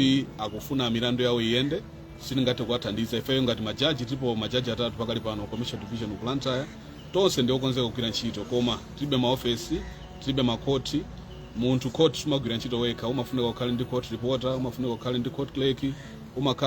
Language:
Nyanja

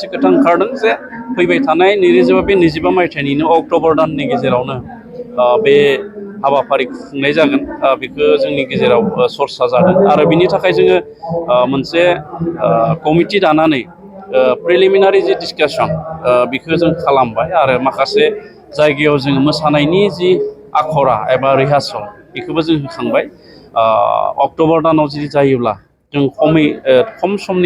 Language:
Bodo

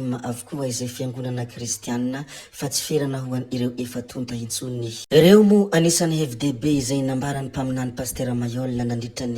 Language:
Malagasy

